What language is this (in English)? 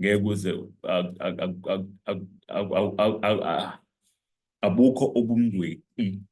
Zulu